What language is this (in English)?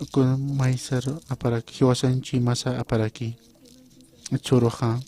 Aymara